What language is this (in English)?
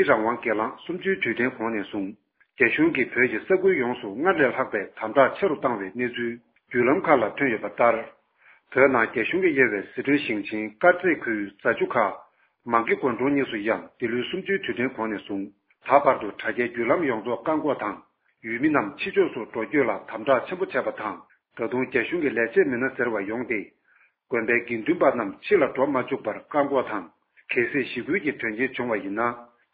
Tibetan